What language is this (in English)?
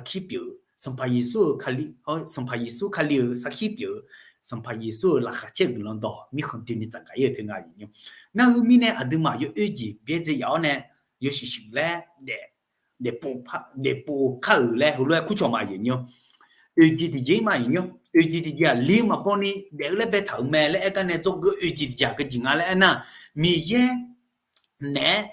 Akha